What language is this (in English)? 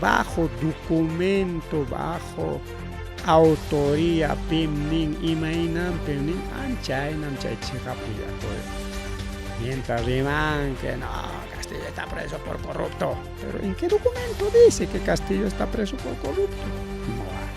Ayacucho Quechua